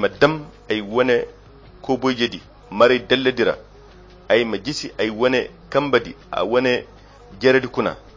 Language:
Koyra Chiini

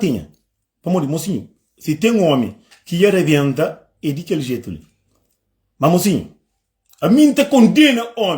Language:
Kabuverdianu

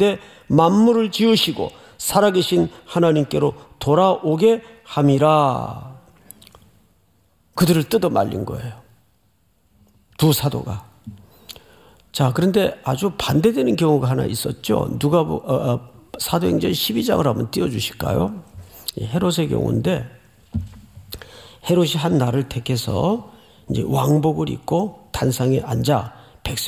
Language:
Korean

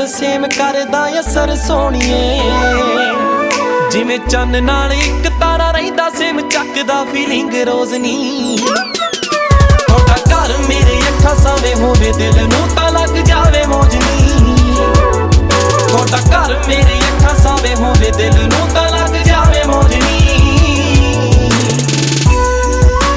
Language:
Punjabi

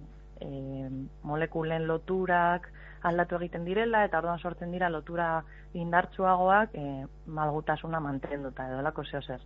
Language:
Basque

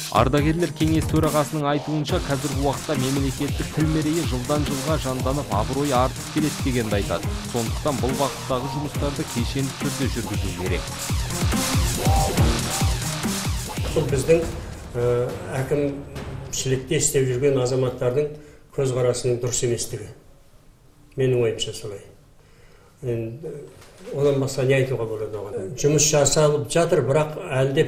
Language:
Kazakh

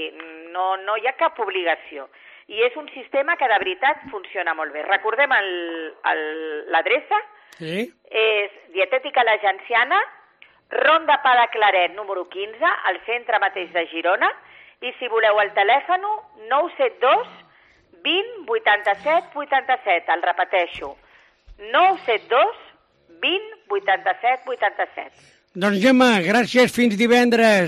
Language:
Catalan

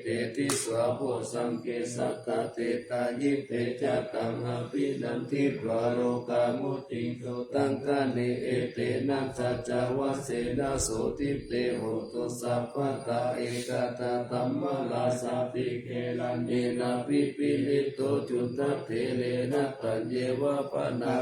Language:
Pali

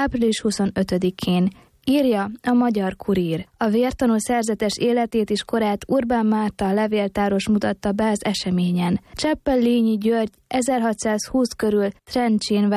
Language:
Hungarian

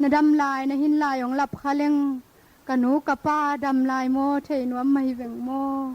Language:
Tedim Chin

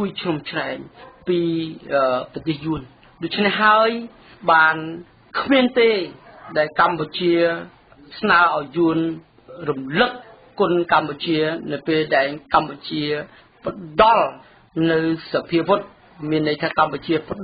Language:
Khmer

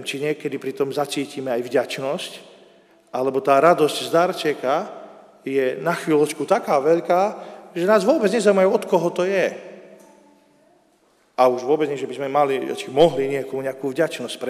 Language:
Slovak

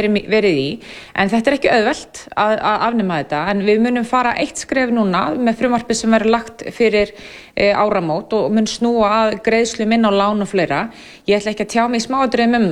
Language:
Icelandic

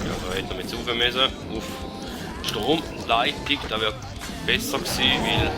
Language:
Swiss German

